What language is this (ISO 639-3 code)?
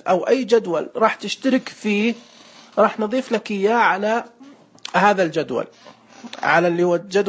ars